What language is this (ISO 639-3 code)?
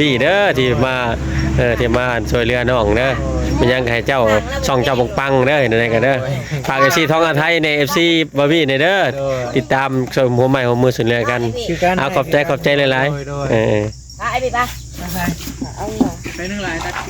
lao